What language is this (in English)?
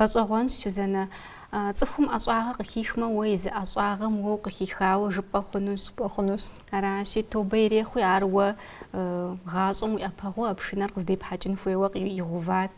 Kabardian